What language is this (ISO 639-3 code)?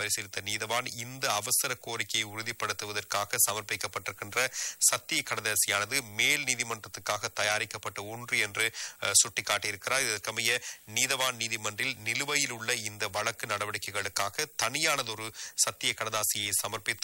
tam